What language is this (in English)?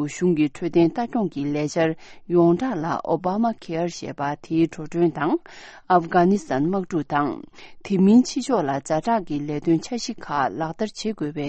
Tibetan